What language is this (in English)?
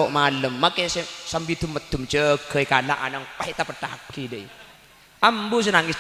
Madurese